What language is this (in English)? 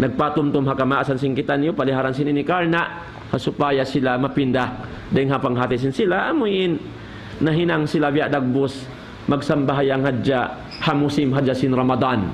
Tausug